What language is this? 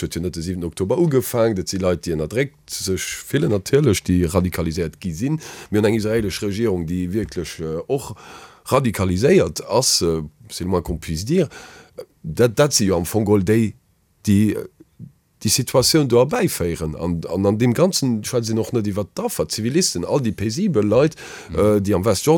Luxembourgish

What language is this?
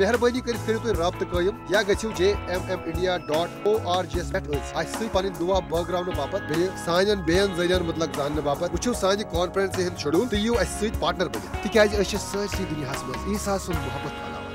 Kashmiri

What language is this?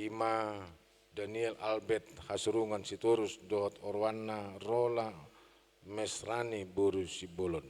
Batak Toba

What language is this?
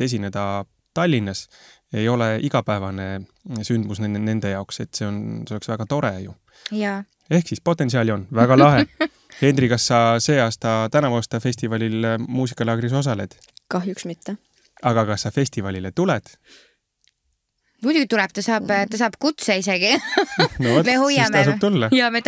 Estonian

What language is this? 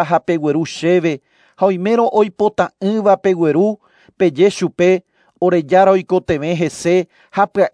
Guarani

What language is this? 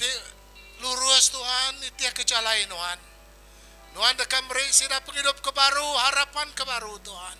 Iban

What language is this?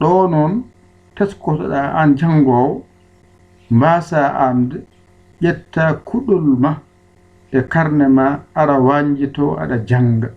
Fula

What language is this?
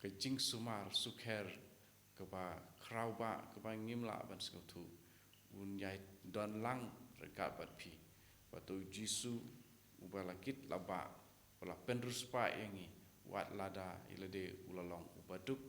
Khasi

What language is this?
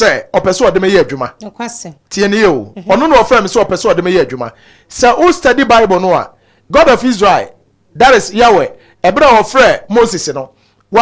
Akan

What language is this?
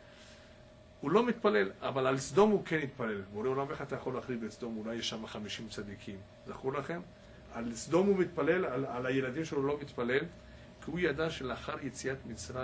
Hebrew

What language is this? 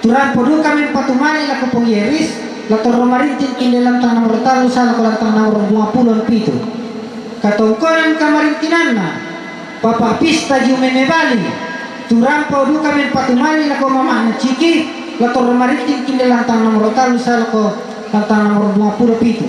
Toraja-Sa'dan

